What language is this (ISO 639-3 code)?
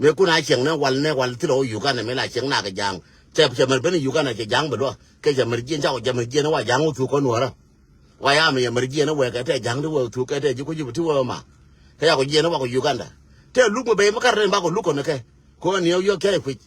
nus